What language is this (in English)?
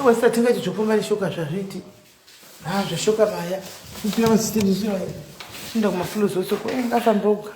Shona